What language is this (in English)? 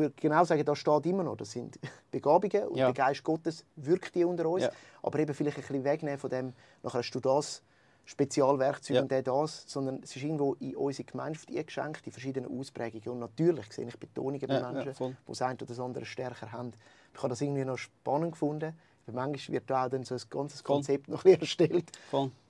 Swiss German